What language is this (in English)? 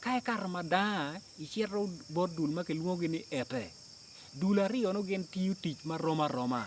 Acoli